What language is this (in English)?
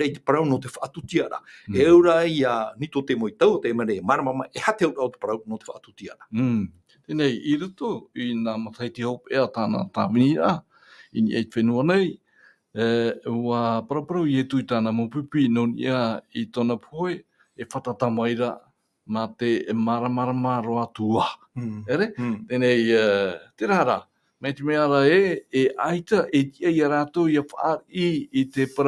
Tahitian